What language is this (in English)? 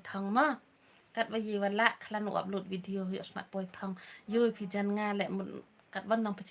Khasi